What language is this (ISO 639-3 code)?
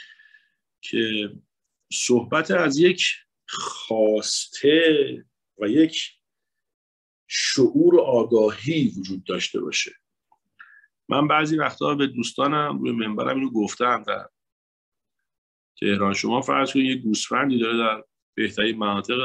fas